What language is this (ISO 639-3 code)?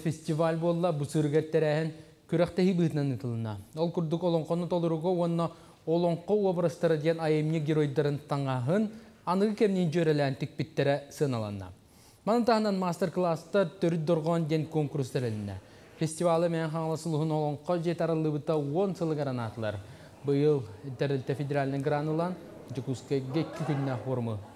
sah